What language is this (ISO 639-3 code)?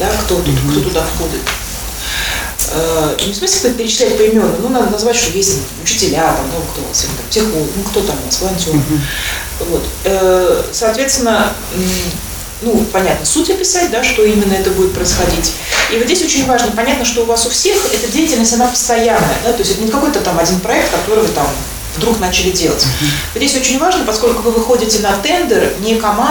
rus